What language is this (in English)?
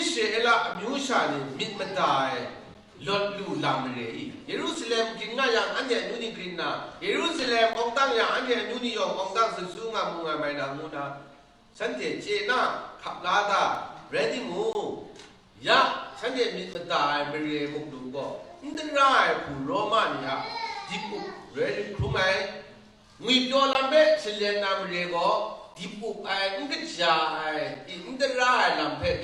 Kachin